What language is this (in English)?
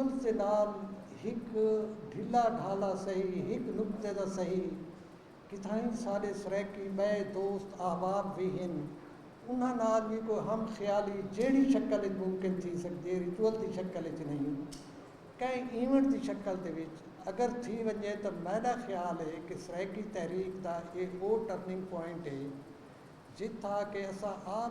Saraiki